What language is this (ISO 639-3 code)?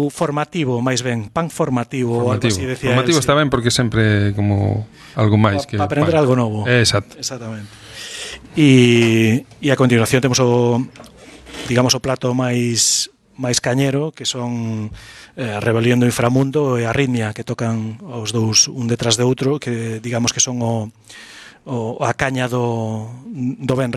glg